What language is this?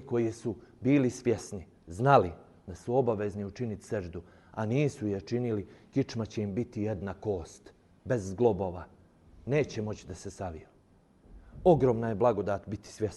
Bosnian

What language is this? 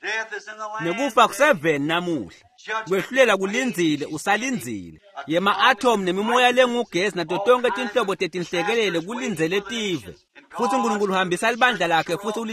Swati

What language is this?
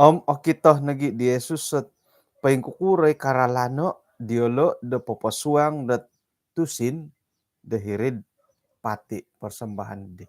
Central Dusun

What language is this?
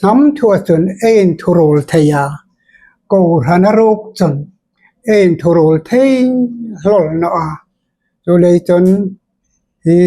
Hmar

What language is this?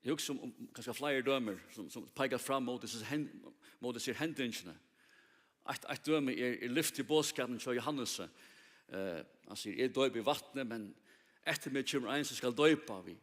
Faroese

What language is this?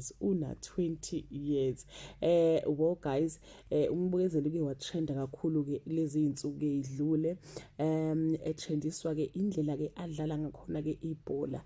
Zulu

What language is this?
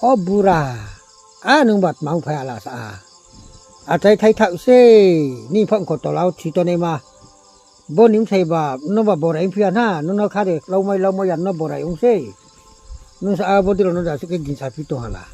Riang (India)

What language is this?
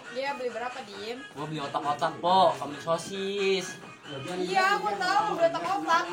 Betawi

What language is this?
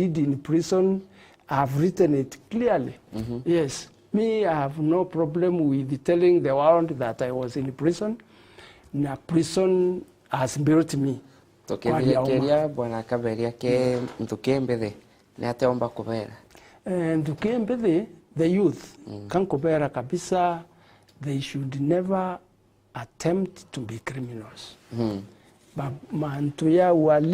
Meru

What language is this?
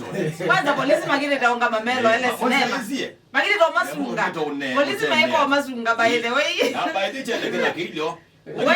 Kamba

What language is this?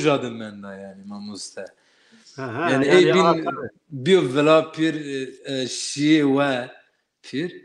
Zaza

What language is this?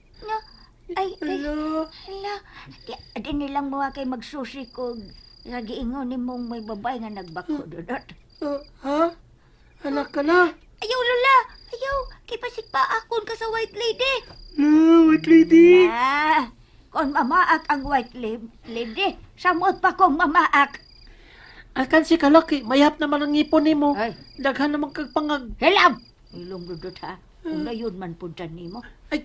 Cebuano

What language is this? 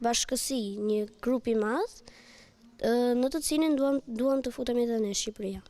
Albanian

